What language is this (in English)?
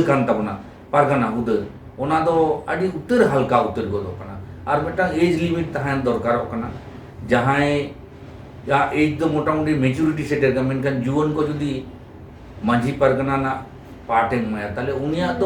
Santali